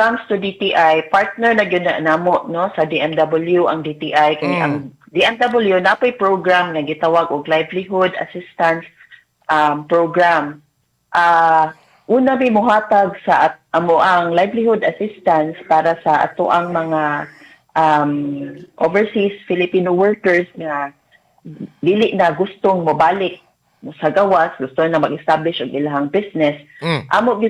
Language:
Cebuano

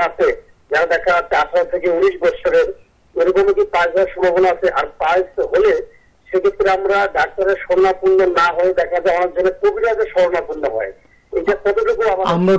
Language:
Bangla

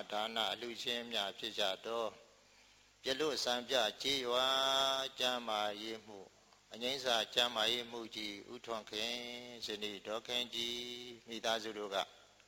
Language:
Burmese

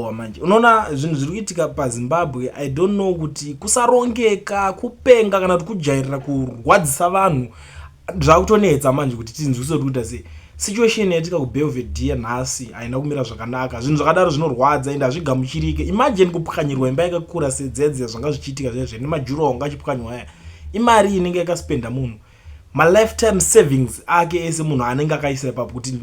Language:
Shona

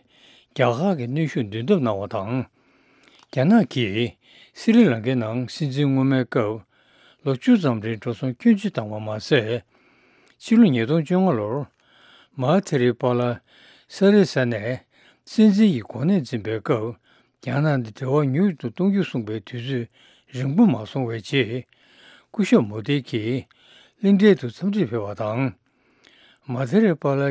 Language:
Tibetan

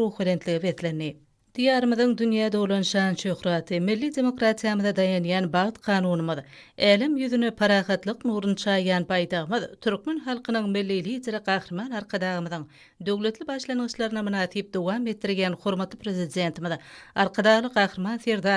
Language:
Turkmen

